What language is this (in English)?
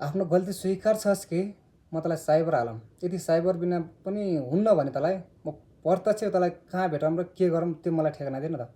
Nepali